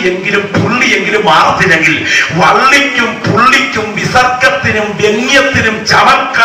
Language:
Malayalam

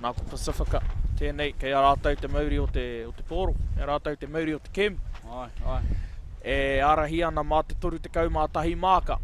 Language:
Māori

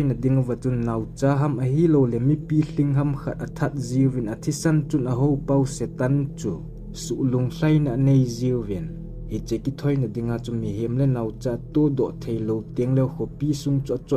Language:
Thado Chin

